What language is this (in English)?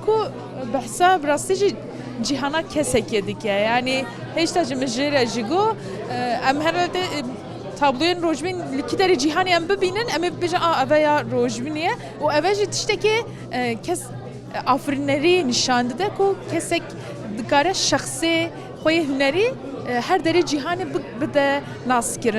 Kurdish